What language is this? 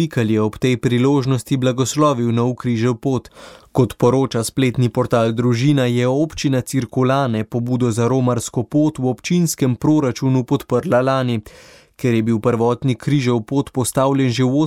Slovenian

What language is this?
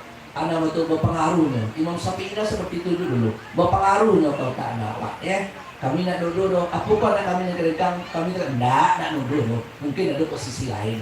Minangkabau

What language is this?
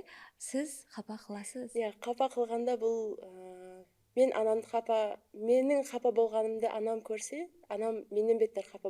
Kara-Kalpak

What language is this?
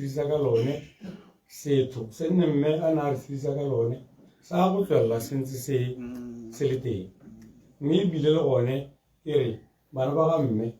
Tswana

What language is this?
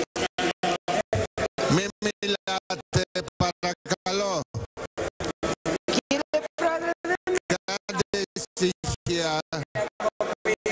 Greek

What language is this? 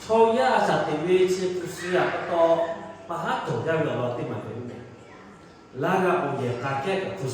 Lahu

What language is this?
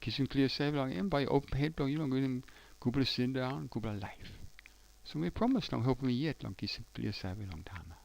Tok Pisin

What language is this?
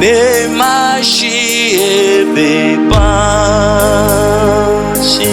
Luba-Lulua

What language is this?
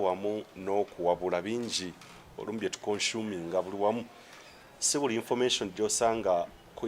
Ganda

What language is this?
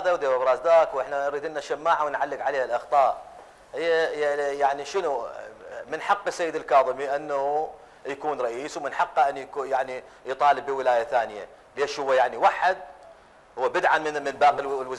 Mesopotamian Arabic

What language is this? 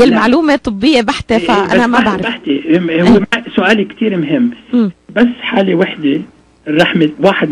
North Levantine Arabic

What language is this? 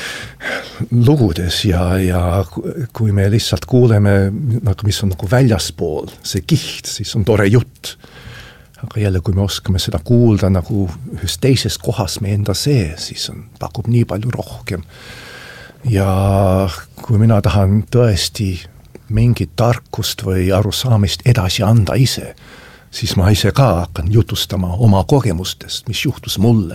Estonian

